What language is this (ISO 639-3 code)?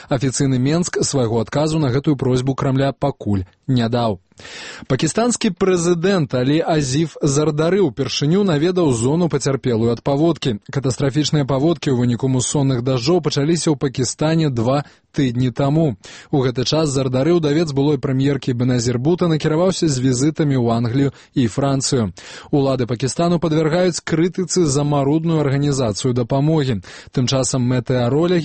bel